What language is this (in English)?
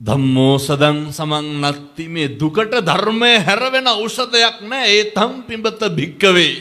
Sinhala